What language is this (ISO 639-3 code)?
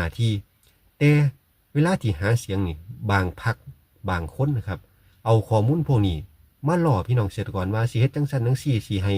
tts